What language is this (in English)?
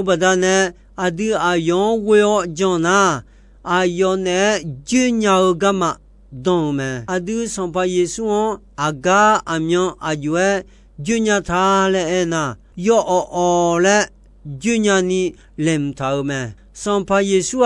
Akha